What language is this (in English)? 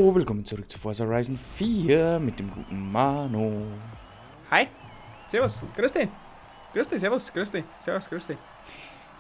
Bavarian